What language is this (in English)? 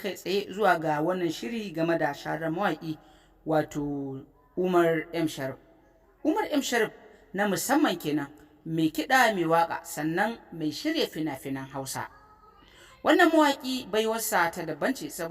Hausa